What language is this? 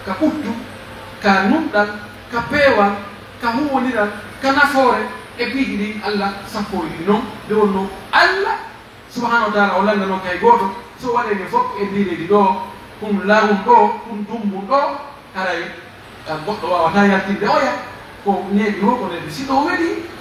Pular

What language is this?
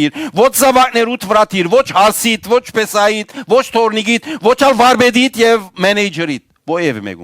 Western Armenian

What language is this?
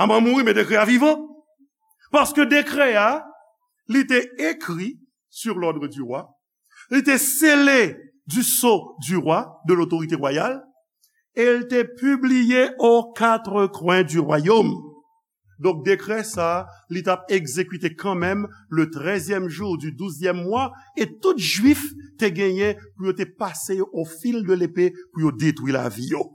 Haitian Creole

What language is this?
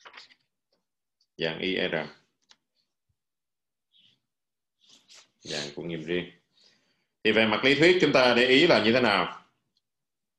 Vietnamese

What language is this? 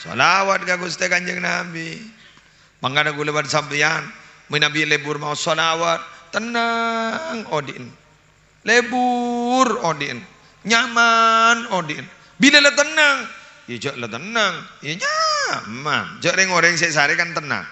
Madurese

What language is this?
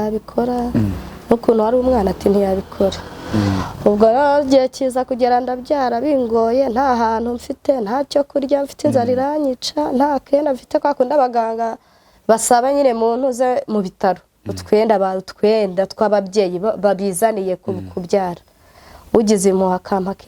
Kinyarwanda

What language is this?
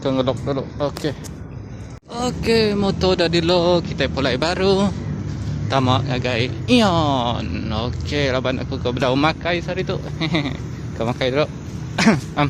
Iban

